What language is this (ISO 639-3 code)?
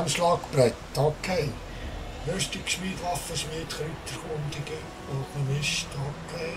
gsw